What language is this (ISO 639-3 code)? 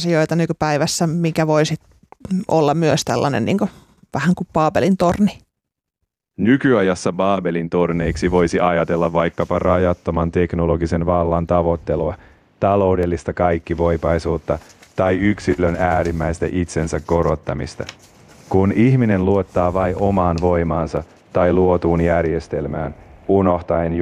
fin